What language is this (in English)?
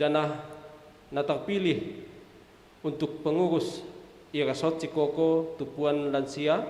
Batak Simalungun